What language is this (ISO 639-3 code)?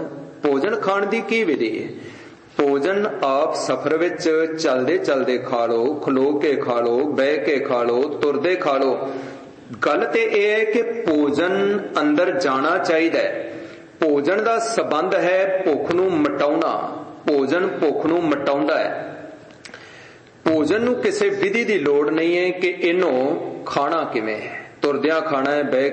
pan